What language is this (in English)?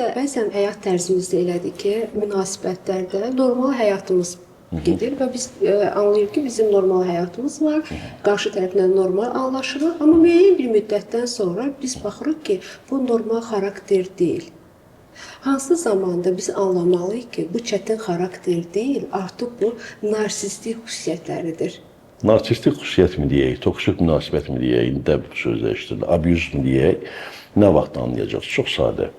Azerbaijani